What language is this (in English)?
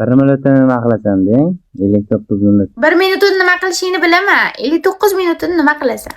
Uzbek